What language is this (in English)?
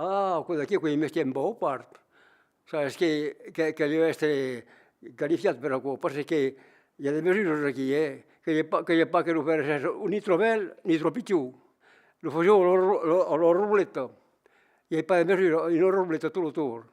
Occitan